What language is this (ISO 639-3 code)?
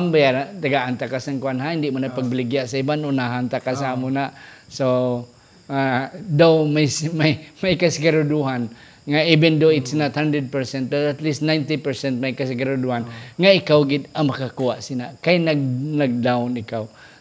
hil